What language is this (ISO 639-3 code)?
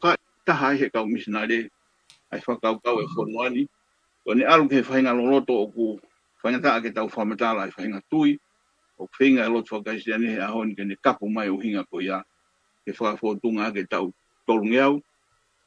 ton